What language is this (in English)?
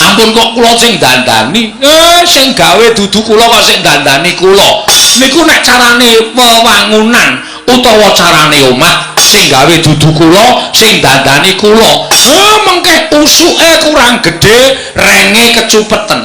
Javanese